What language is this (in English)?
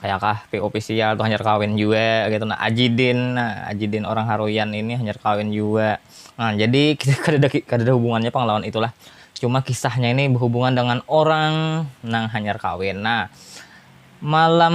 Banjar